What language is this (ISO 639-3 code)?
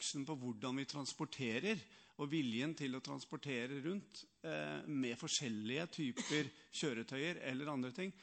nor